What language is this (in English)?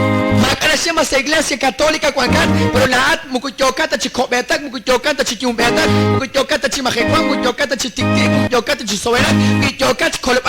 Kekchí